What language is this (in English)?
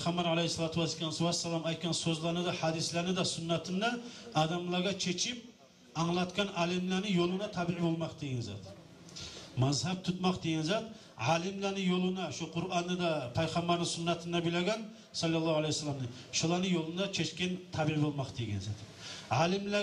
Kumyk